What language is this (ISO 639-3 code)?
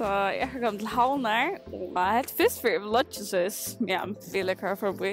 fao